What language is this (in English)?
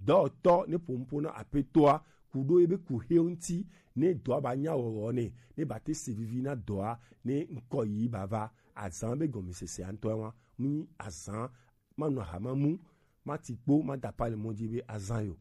Gen